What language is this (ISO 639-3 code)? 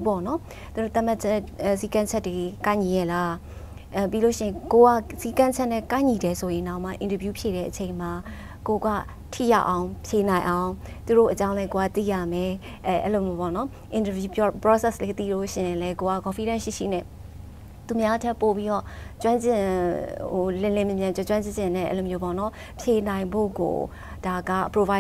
mya